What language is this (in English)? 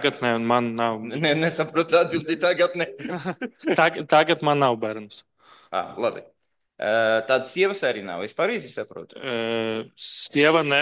Latvian